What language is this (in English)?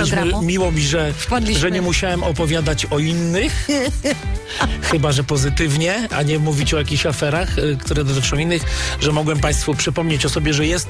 Polish